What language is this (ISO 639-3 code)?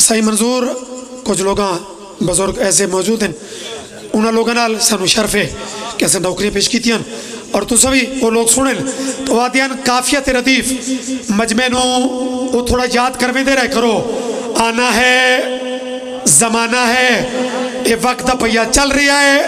phr